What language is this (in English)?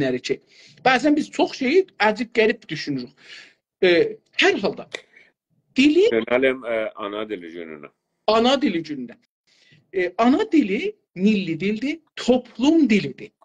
South Azerbaijani